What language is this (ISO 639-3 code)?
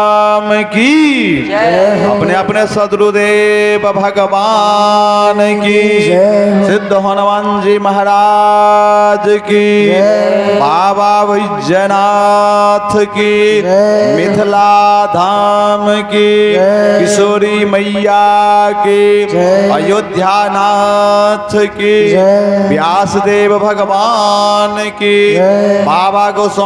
mai